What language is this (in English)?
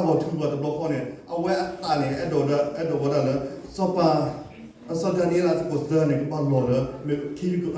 S'gaw Karen